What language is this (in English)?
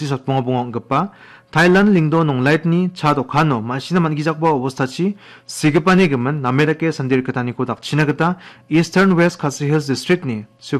Garo